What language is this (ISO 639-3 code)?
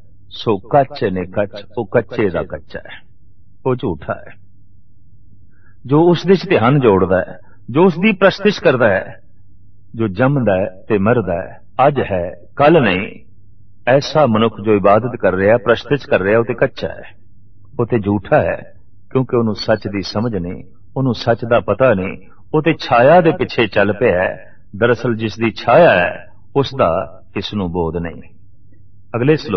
pan